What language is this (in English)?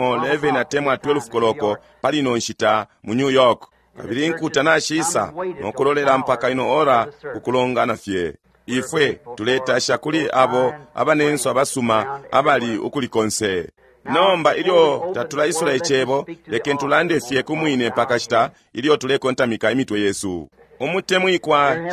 Bemba